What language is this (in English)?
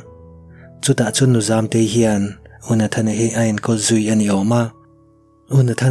Mizo